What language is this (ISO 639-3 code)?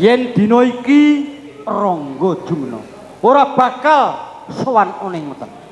jav